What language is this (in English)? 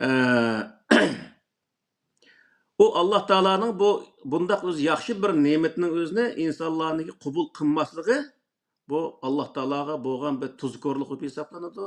Uyghur